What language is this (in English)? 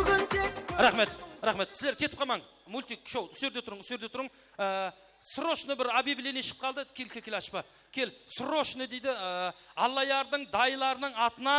Kara-Kalpak